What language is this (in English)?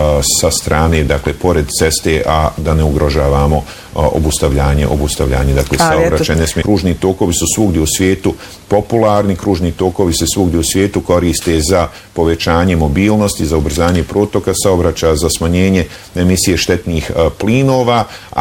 Bosnian